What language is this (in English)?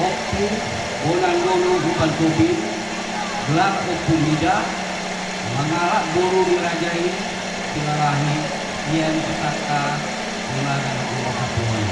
Batak Toba